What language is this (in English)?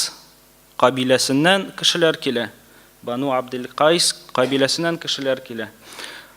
Tatar